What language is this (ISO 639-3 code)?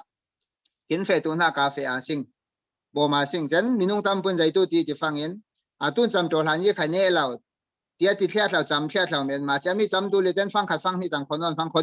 cfm